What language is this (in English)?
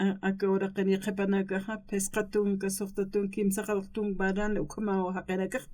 Aymara